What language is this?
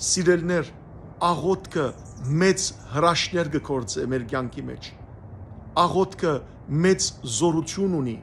Western Armenian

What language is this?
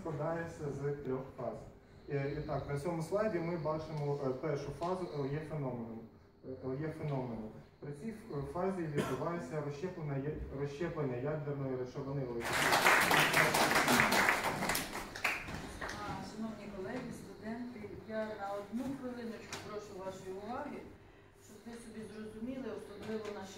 Ukrainian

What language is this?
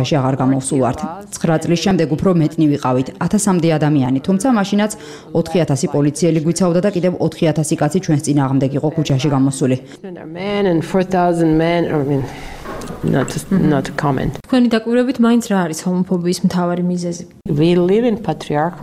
Georgian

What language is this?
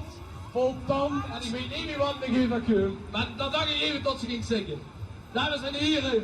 Limburgish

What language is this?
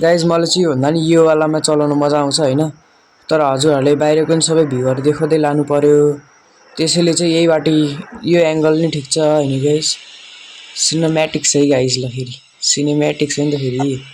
Nepali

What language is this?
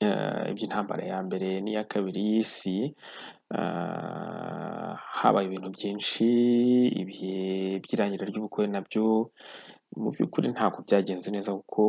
Kinyarwanda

